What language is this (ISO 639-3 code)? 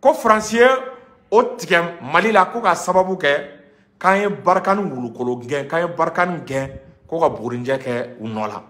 bam